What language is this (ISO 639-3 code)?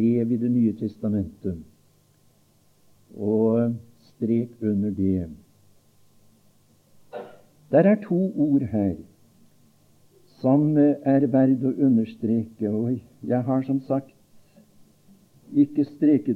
nor